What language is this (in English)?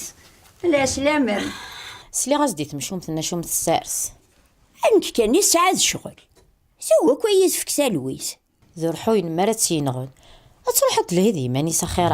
Kabyle